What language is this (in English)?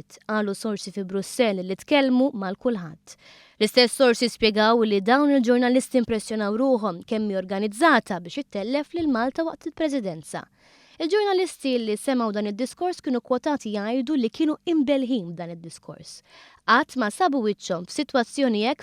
Maltese